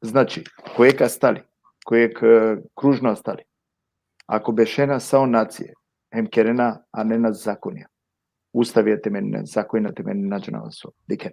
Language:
Balkan Romani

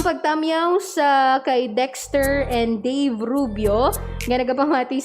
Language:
Hiligaynon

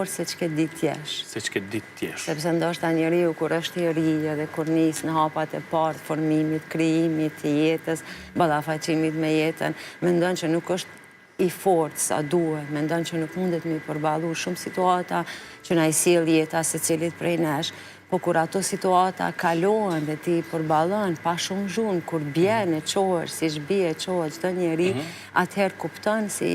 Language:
Albanian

